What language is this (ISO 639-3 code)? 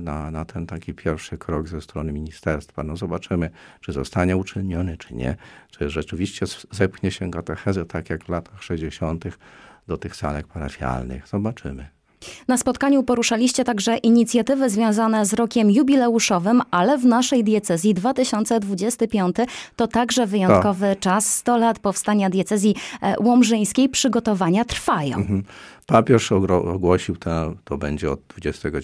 pol